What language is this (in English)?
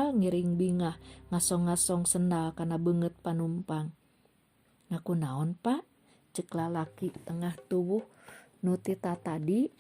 Sundanese